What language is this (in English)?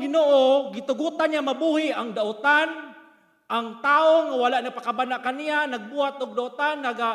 Cebuano